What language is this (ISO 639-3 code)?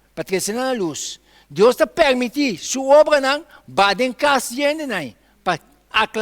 pap